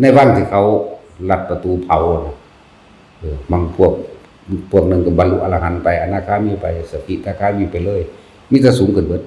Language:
Northeastern Thai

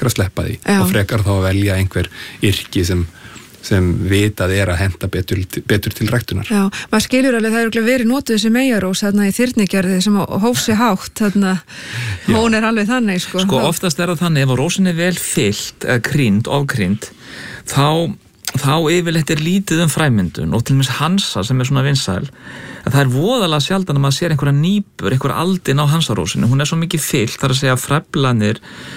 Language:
Icelandic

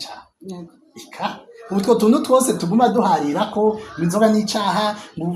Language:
Rundi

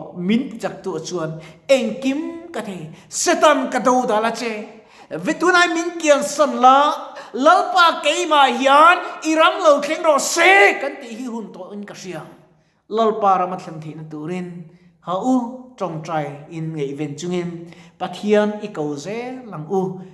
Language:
Mizo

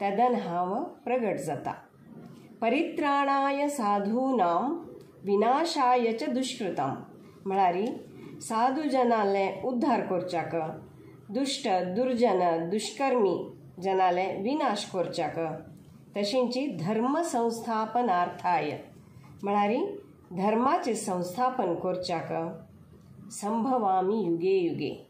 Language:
Konkani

